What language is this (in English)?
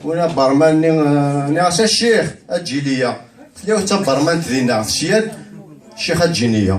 Kabyle